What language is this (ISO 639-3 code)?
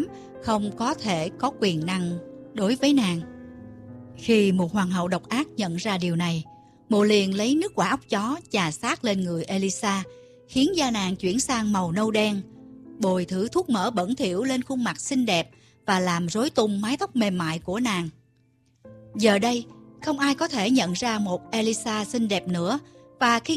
vie